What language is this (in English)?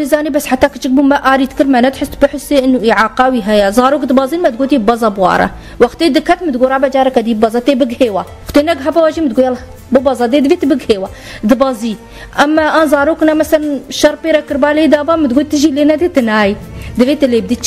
Kurdish